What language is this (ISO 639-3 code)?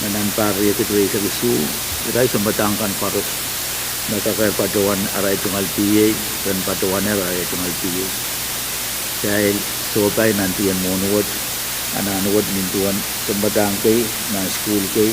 pon